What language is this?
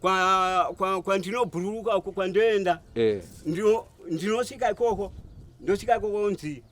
Shona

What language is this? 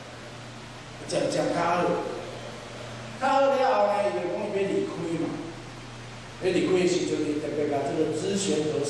Chinese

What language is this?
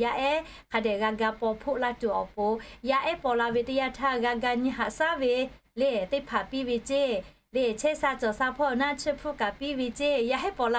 Lahu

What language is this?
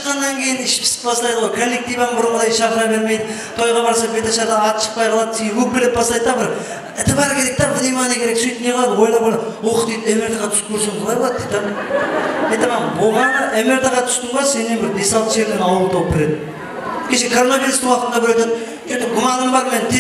Kara-Kalpak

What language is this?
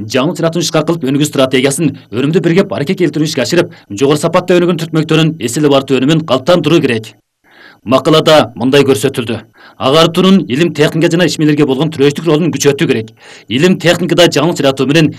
Kyrgyz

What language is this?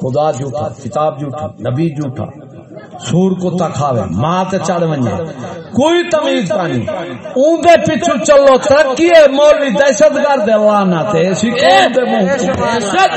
Saraiki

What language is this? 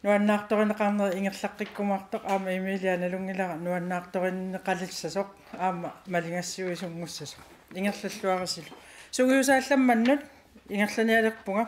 Kalaallisut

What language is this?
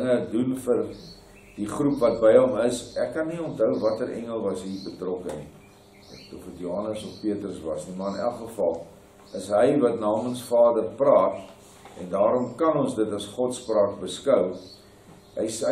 Afrikaans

